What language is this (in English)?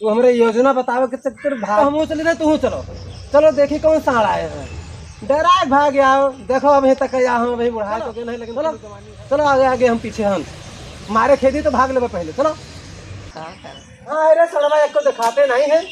Awadhi